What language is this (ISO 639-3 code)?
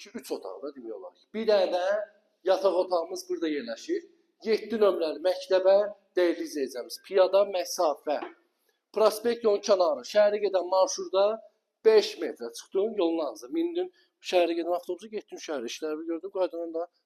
aze